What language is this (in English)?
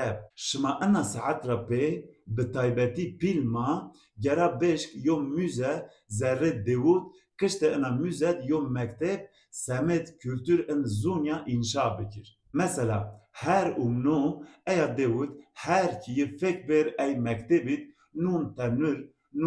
Zaza